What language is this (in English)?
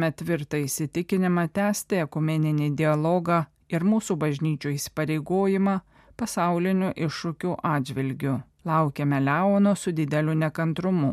Lithuanian